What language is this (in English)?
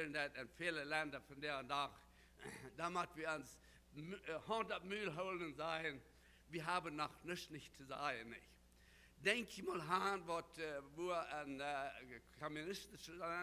Plautdietsch